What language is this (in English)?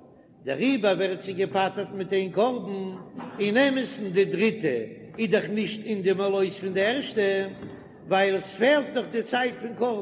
Yiddish